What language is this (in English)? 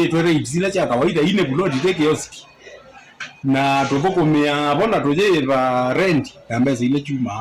Kamba